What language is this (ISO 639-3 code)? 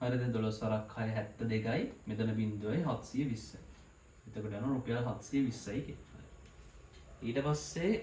sin